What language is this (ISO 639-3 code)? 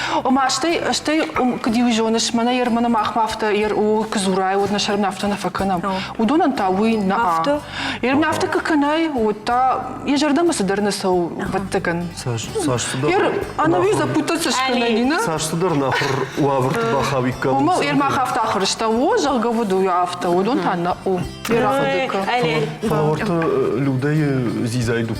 oss